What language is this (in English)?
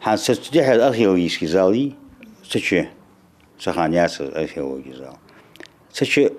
Ingush